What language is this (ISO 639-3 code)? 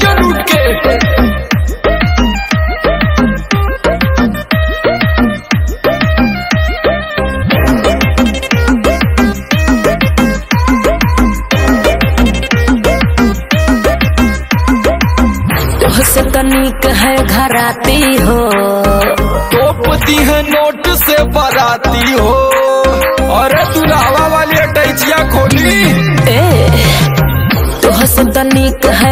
bho